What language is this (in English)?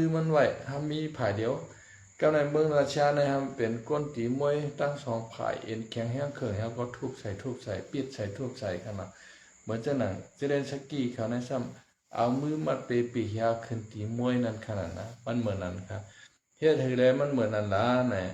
Shan